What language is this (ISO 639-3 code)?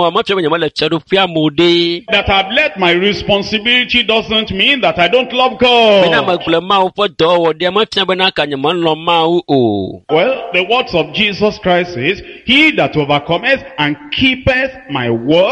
ewe